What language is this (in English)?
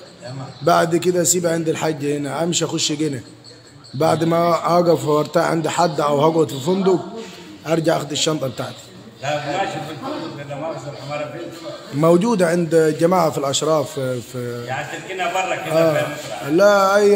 Egyptian Arabic